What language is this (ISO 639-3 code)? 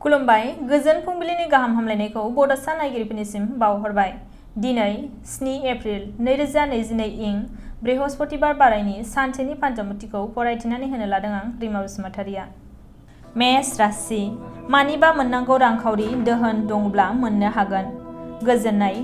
brx